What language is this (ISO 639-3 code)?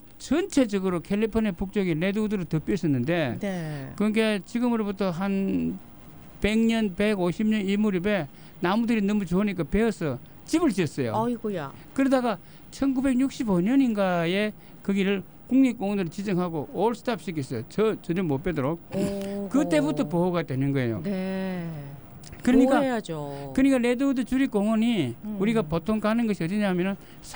kor